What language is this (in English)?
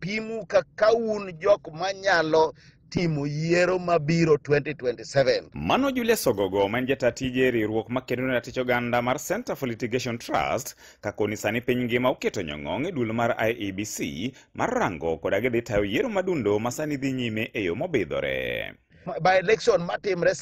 Luo (Kenya and Tanzania)